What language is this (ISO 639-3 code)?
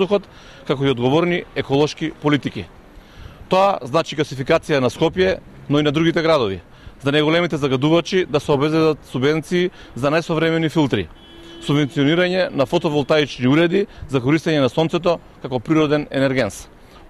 mkd